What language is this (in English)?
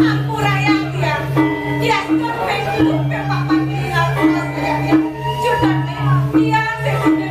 Balinese